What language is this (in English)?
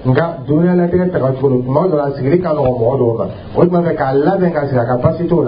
Dyula